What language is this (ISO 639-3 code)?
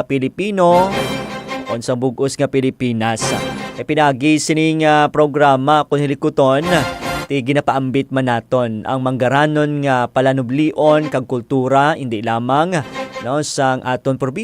hil